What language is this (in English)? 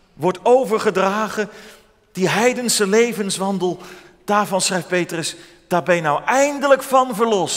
Dutch